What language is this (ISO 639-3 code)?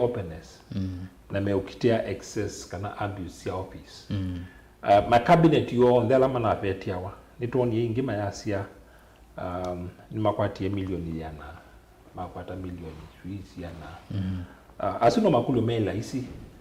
kam